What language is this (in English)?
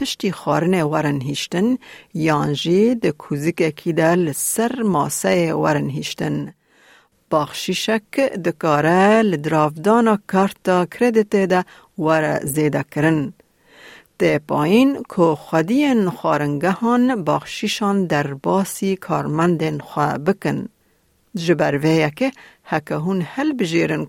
Kurdish